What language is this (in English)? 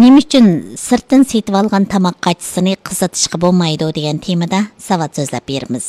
Uyghur